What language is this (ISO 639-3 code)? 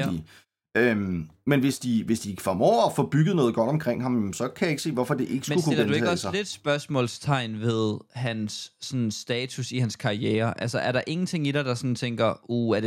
dan